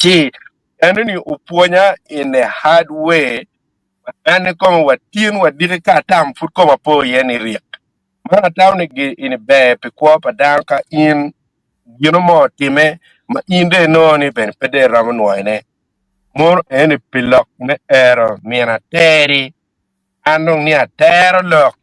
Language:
Acoli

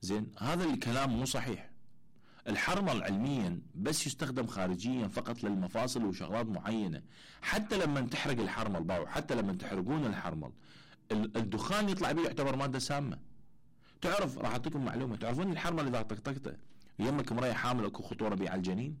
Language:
Mesopotamian Arabic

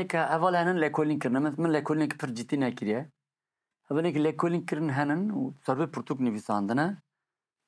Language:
Kurdish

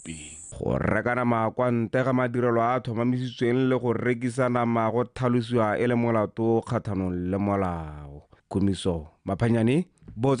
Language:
Tswana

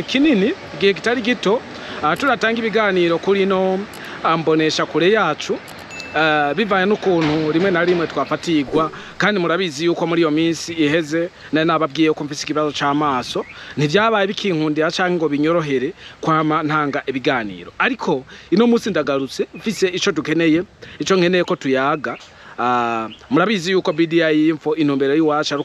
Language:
Rundi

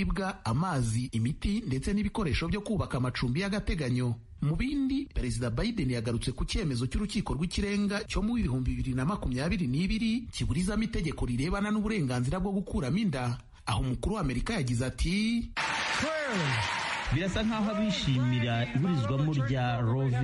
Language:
Kinyarwanda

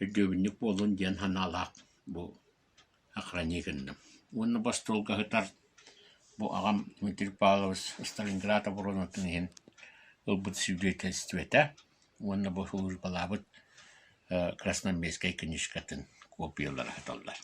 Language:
Yakut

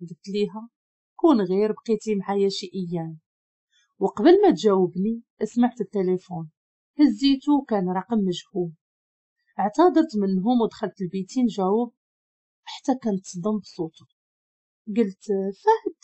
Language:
Moroccan Arabic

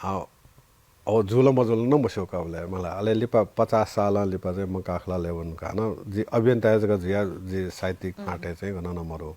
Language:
Newari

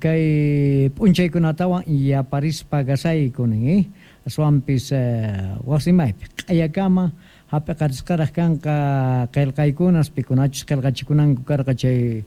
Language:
South Bolivian Quechua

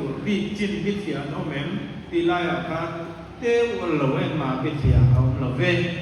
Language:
Mizo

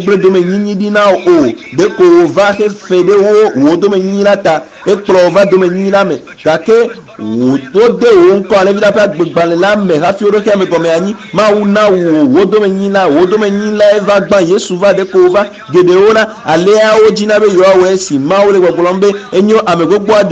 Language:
Ewe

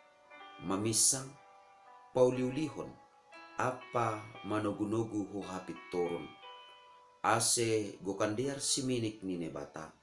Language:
Batak Simalungun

